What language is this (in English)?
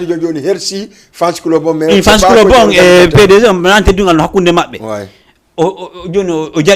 Fula